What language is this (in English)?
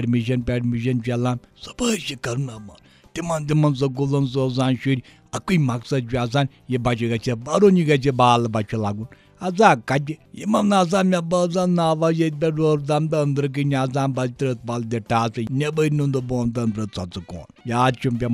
Kashmiri